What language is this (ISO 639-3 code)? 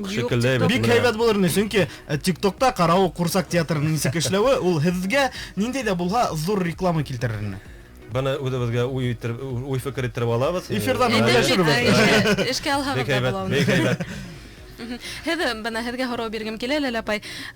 bak